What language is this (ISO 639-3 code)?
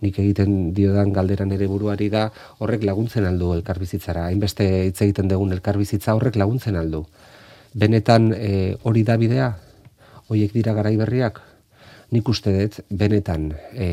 eus